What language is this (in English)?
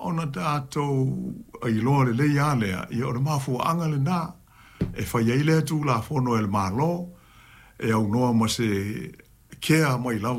Samoan